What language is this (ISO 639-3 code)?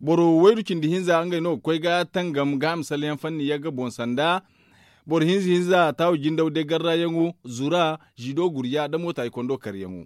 dje